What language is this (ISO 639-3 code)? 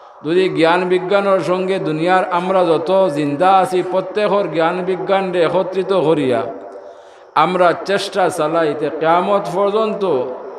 syl